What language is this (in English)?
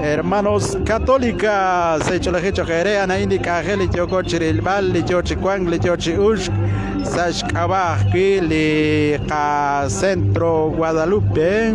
Kekchí